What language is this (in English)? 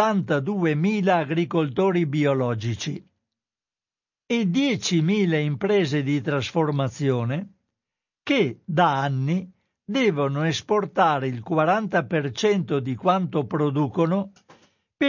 Italian